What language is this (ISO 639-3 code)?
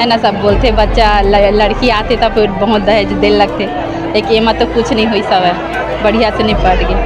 hne